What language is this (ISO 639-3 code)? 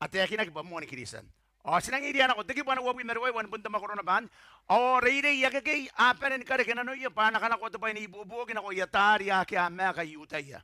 gil